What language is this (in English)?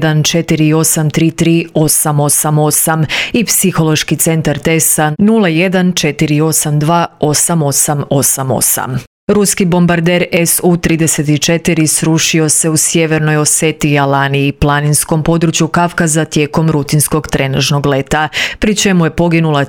Croatian